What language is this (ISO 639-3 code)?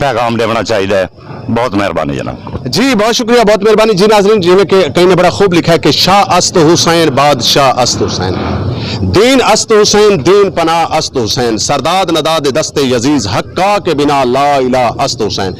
skr